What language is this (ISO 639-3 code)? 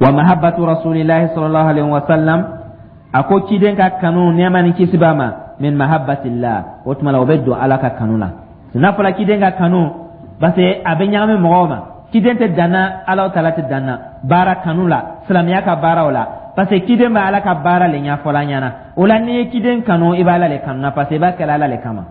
dyu